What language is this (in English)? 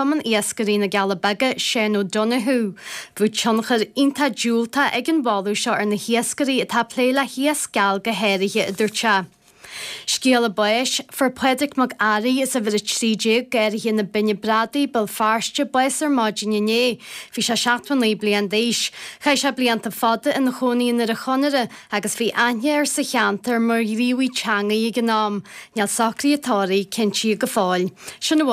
Irish